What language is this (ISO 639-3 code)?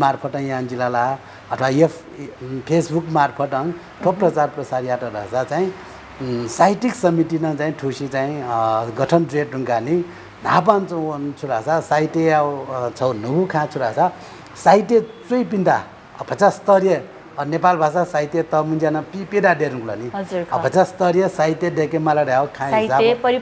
new